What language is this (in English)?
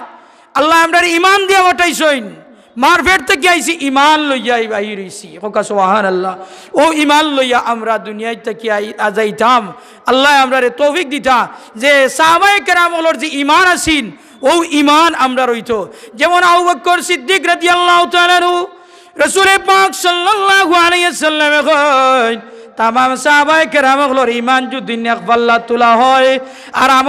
Sylheti